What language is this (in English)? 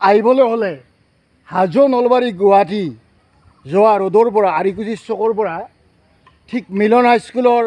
Assamese